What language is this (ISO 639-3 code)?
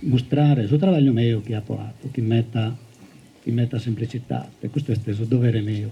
srd